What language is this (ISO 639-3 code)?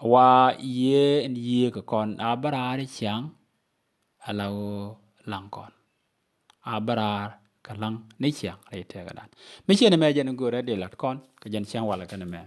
nus